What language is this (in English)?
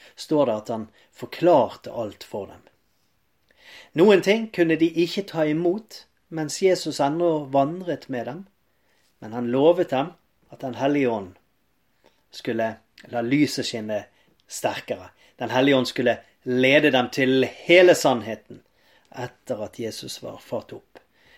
Norwegian